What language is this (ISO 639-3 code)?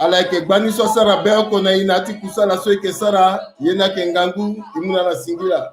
sag